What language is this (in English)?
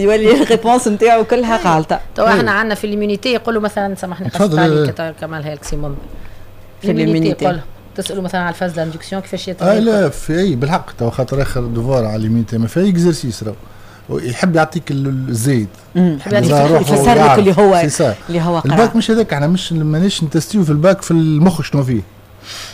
Tunisian Arabic